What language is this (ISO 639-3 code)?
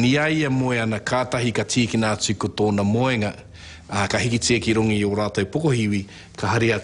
mri